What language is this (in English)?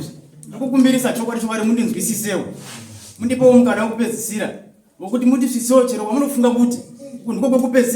Shona